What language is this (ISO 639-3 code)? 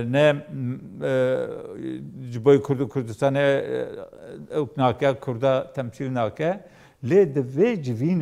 kur